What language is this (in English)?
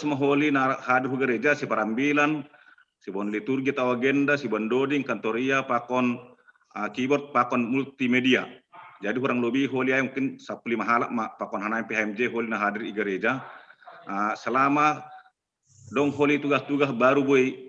Batak Simalungun